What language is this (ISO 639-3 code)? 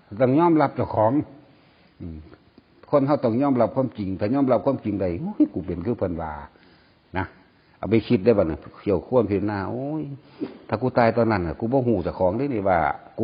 tts